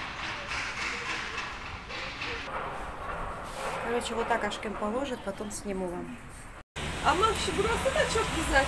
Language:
Russian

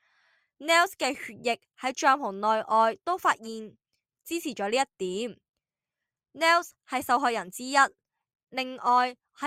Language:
Cantonese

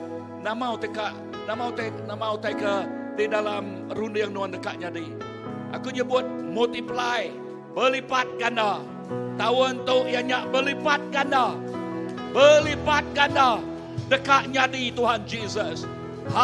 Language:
Iban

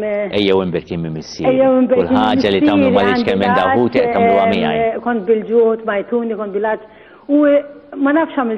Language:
Maltese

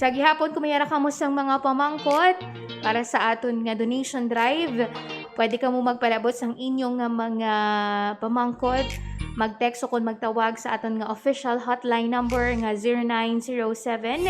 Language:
Hiligaynon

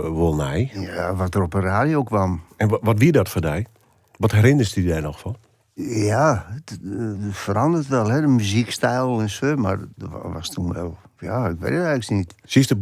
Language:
Western Frisian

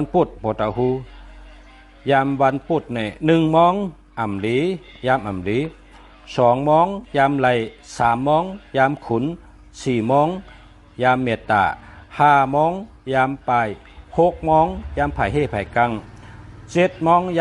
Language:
Shan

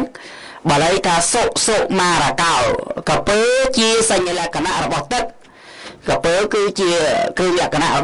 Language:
Khmer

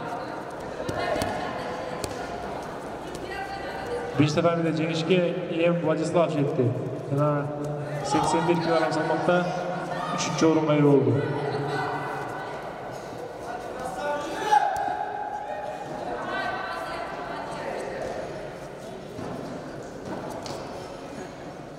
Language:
Kazakh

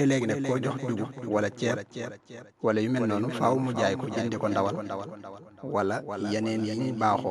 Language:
Wolof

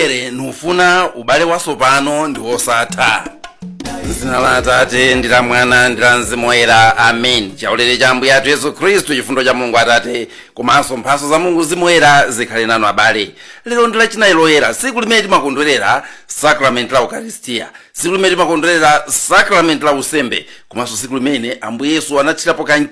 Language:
Nyanja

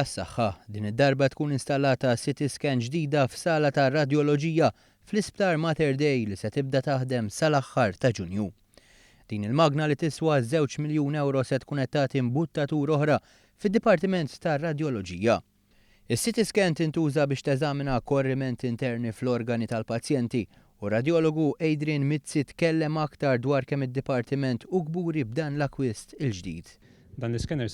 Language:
Maltese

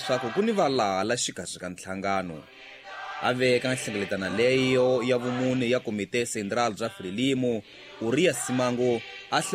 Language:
Tsonga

